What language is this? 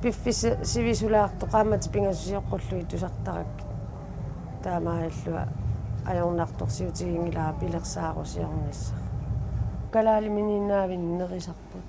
Kalaallisut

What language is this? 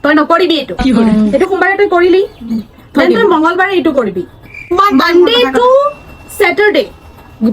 Assamese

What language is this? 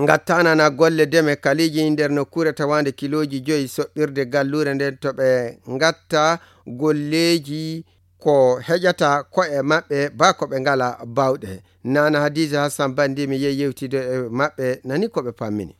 Nigerian Fulfulde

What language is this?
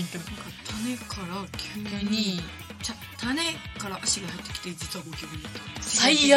Japanese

